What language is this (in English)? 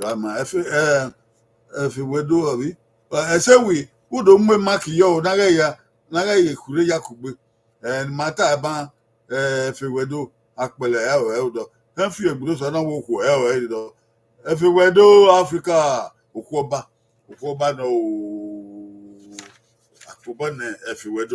Bini